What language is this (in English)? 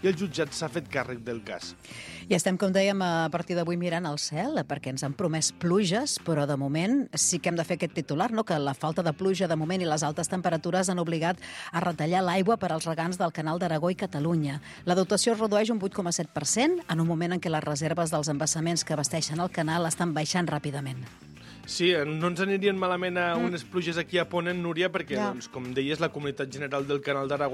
Catalan